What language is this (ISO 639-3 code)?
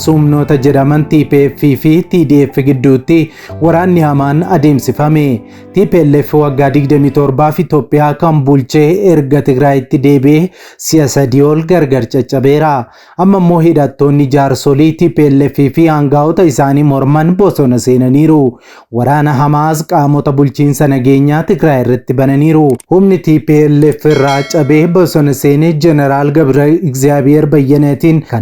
orm